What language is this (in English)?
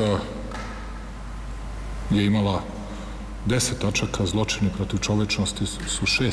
Serbian